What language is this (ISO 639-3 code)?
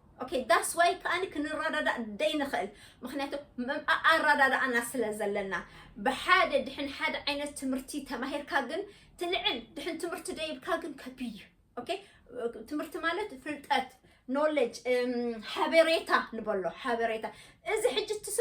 tir